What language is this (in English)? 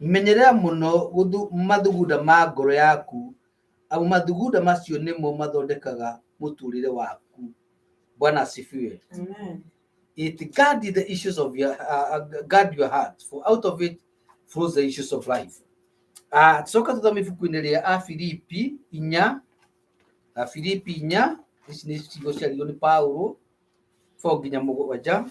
Kikuyu